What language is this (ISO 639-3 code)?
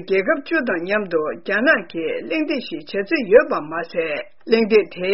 bod